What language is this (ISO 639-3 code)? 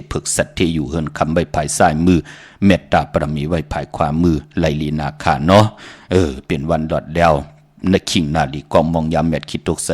shn